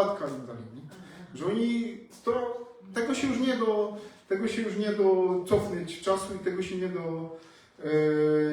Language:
Silesian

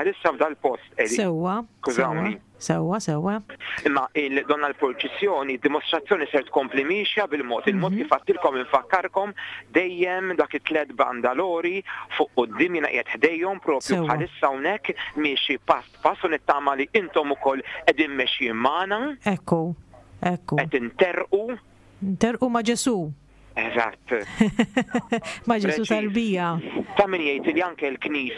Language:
Maltese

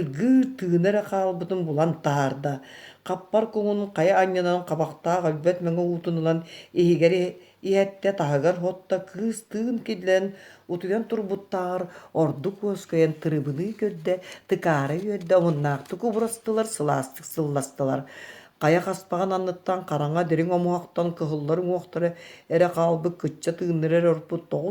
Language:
Yakut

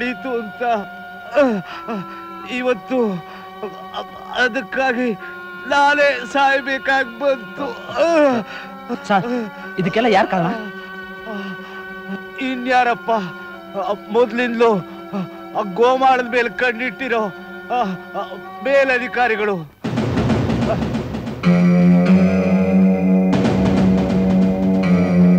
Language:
Kannada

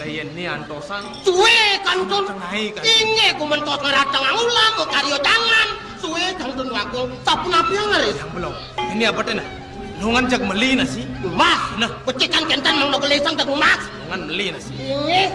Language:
Balinese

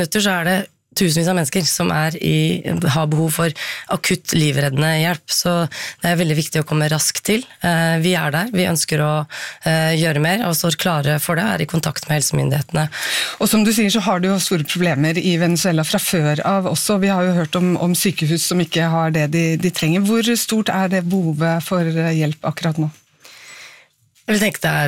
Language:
Norwegian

